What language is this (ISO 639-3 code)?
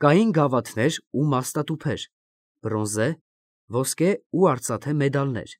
hye